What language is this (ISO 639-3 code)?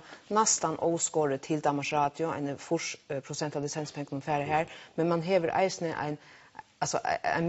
fao